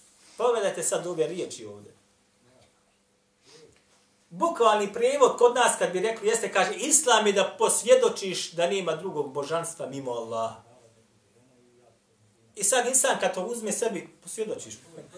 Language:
Bosnian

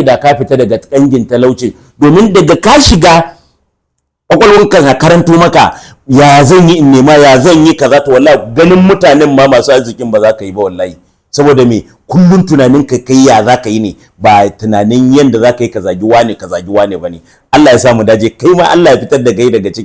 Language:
Hausa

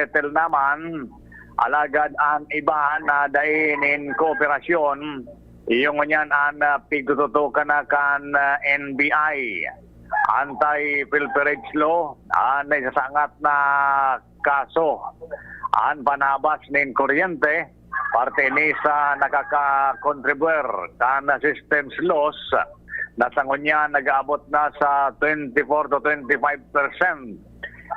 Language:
Bikol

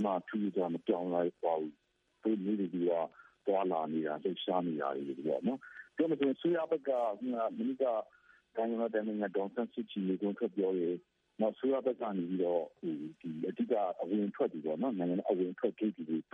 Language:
Burmese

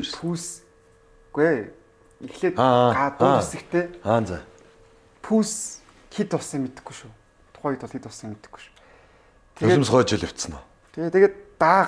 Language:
Mongolian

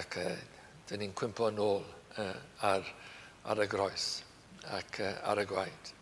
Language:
Welsh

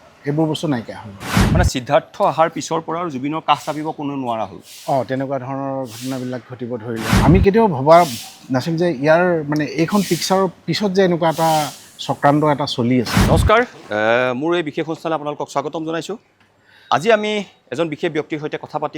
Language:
Assamese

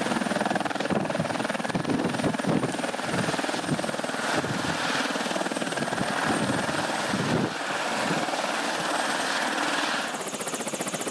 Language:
Polish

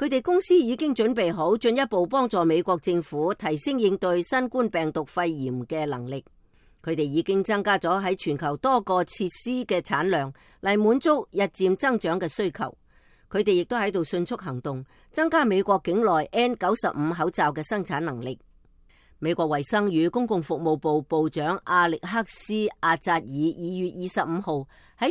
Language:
Cantonese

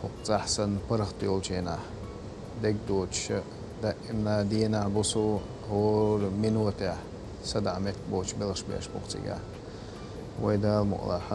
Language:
Chechen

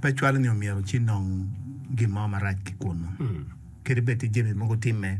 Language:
Acoli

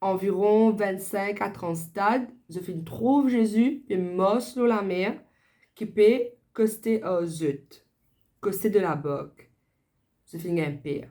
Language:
Morisyen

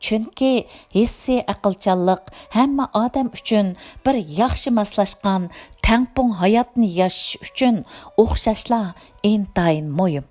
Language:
Uyghur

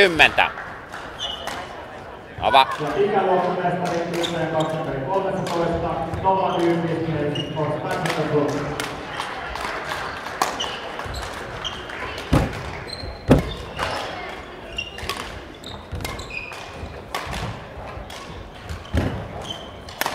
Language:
Finnish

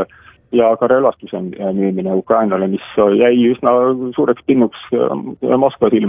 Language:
Estonian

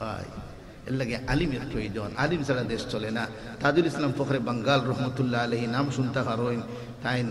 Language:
Sylheti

